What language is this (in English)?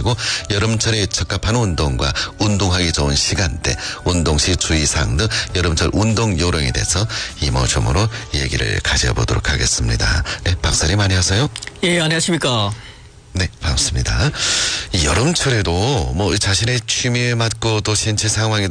Korean